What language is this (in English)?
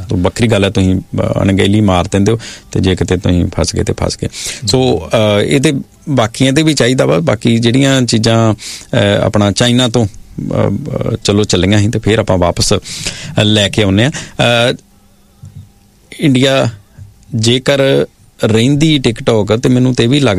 Punjabi